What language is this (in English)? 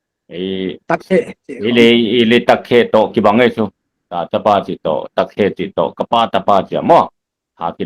Paite Chin